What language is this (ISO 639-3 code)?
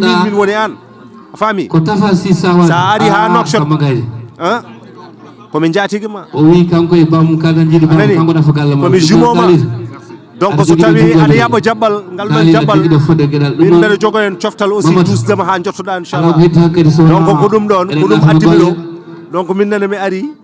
ful